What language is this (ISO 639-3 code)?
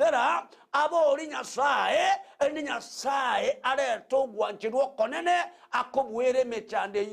guz